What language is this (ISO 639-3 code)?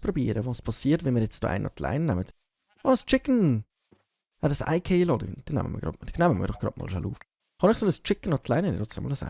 gsw